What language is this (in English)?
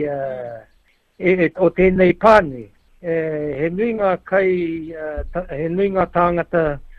Māori